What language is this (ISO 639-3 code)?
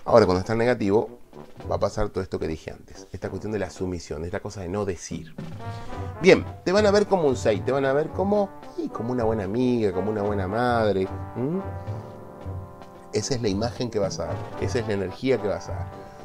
spa